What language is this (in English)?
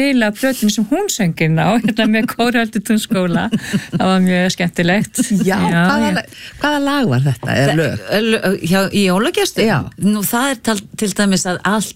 Icelandic